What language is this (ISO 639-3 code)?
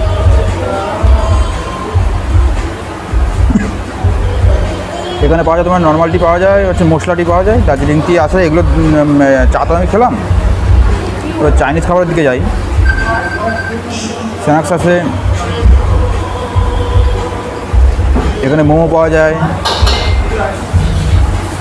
ben